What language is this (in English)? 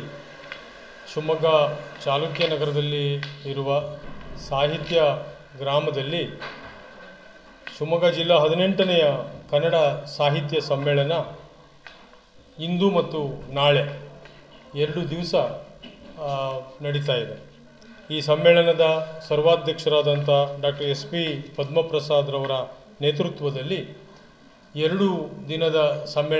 Kannada